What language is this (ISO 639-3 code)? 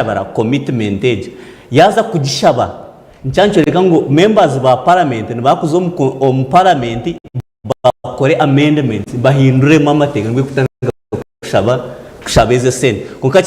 nyn